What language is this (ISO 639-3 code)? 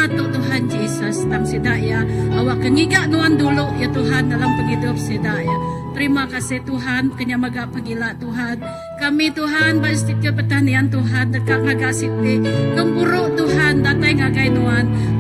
iba